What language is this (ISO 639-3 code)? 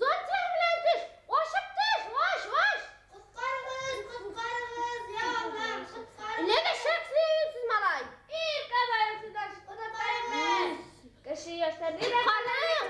bak